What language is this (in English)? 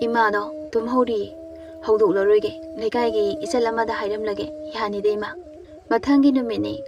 Manipuri